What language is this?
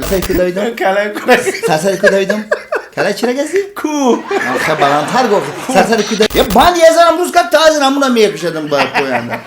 Tajik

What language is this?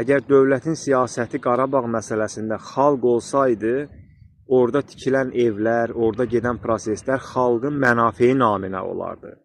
Azerbaijani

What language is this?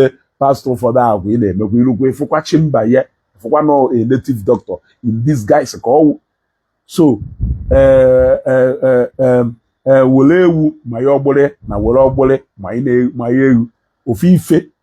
Igbo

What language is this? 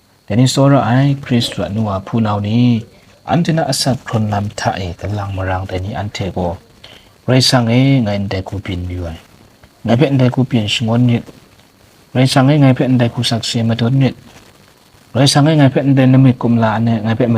Kachin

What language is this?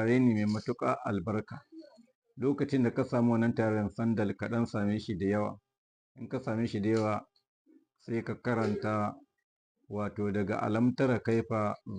Hausa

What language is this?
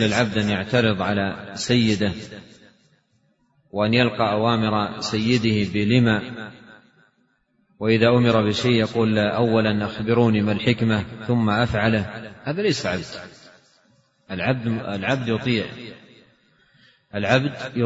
Arabic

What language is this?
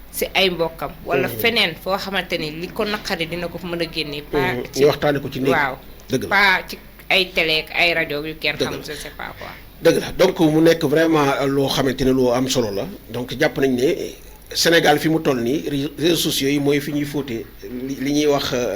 Wolof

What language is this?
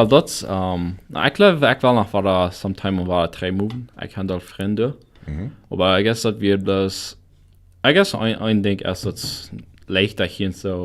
Plautdietsch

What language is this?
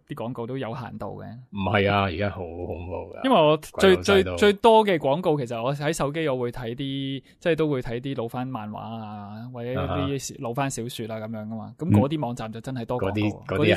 Cantonese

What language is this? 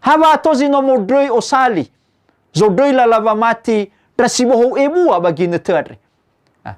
Nias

